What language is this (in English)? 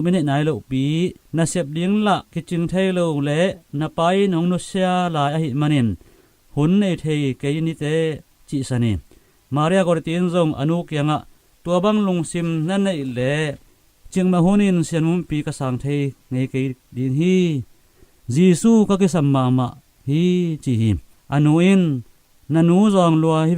Tedim Chin